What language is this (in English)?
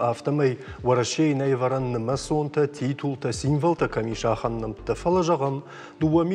Ossetic